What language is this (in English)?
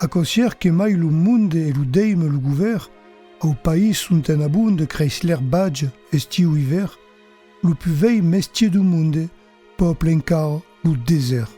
Occitan